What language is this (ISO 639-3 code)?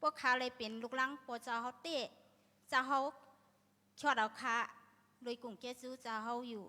shn